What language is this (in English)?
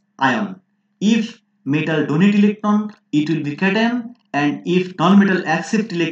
English